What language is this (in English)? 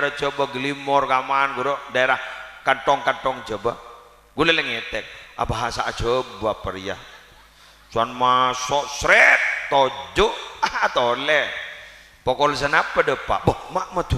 Madurese